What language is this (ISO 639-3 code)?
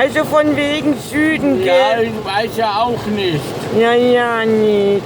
bar